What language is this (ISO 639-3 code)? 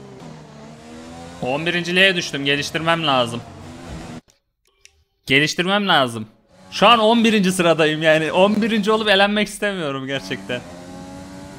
tur